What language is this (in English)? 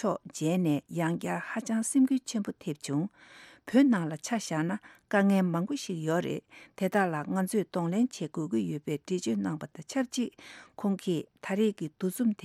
Tibetan